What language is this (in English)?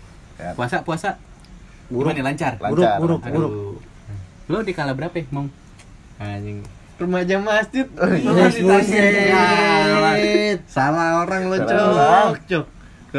Indonesian